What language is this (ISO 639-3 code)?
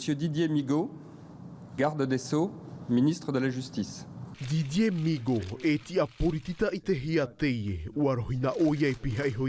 tah